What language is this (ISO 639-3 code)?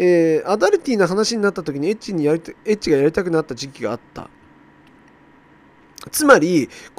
jpn